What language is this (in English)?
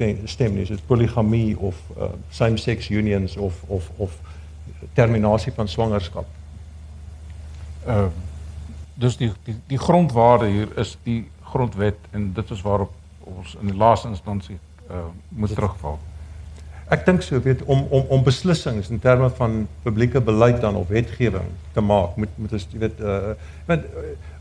Afrikaans